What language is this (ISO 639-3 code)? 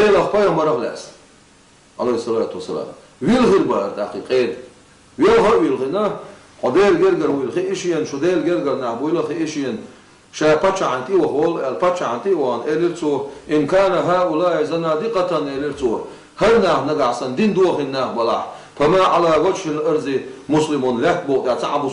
che